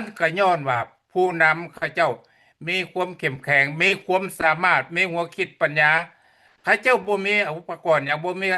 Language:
Lao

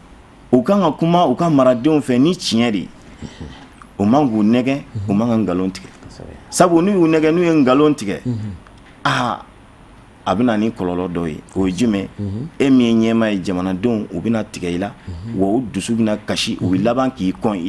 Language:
Bambara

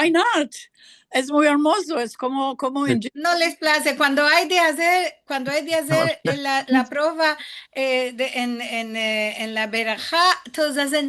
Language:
Ladino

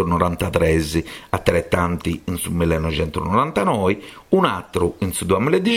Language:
Sardinian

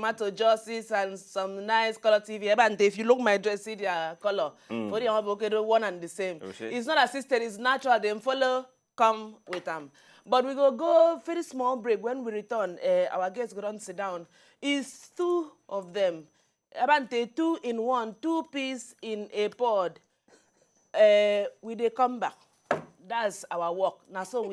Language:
Nigerian Pidgin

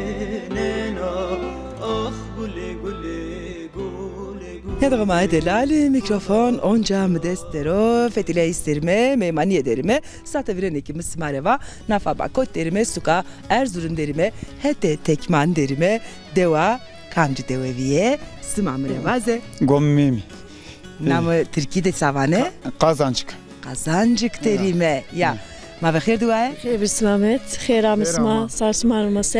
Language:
Zaza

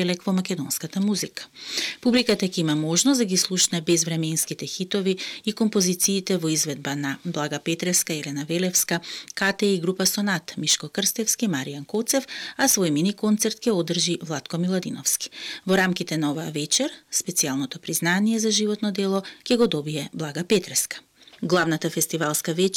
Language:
Macedonian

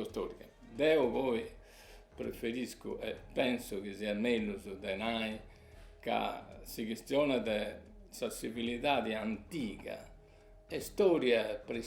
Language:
Sardinian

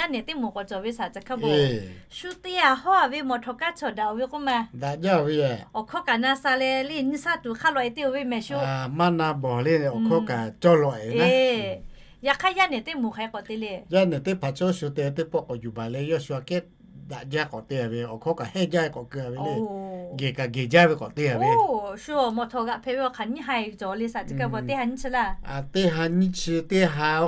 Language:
Lahu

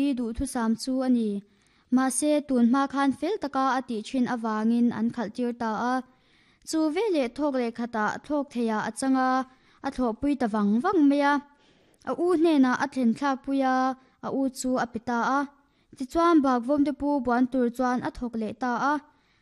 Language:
Mizo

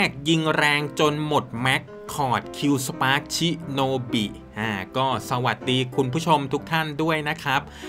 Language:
Thai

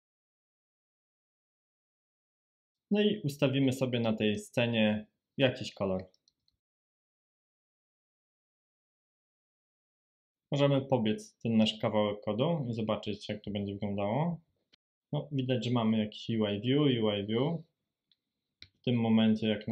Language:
Polish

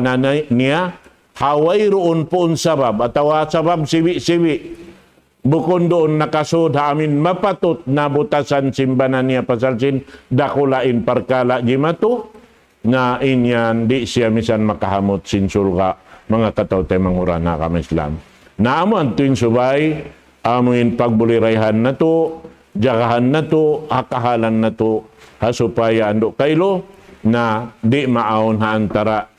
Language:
Tausug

